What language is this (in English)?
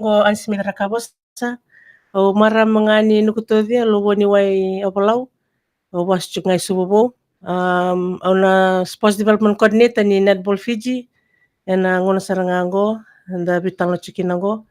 Fijian